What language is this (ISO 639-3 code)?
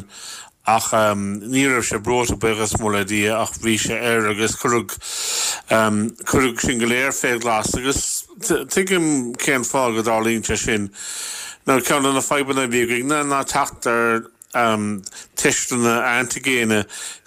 gle